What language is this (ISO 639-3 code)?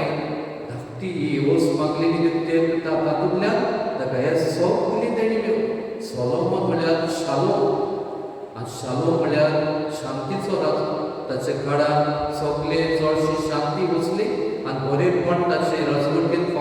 kok